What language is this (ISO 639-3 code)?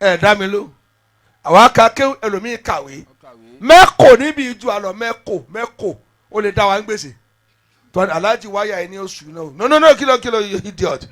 yor